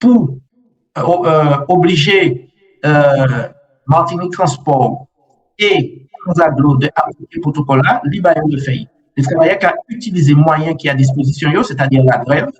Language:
Guadeloupean Creole French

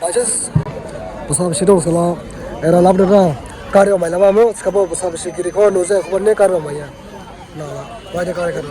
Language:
Dimasa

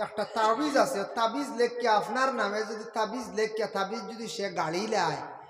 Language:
Sylheti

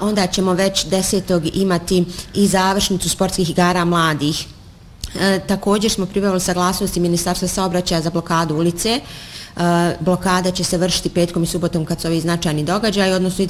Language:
Bosnian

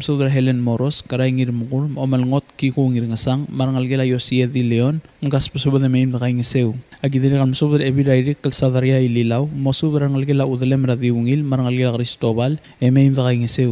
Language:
Palauan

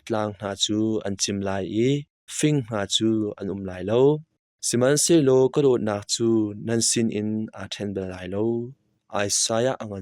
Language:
Hakha Chin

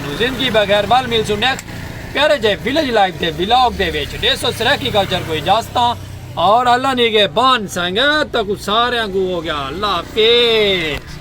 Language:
Saraiki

